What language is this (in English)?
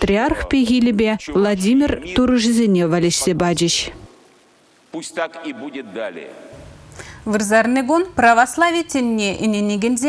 Chuvash